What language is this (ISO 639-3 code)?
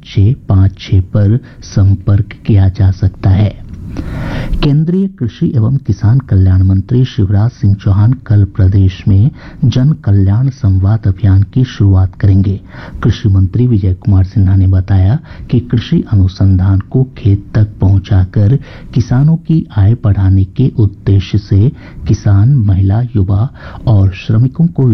hin